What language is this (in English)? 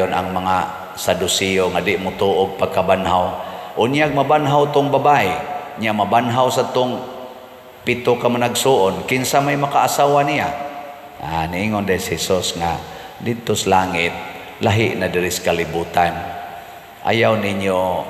Cebuano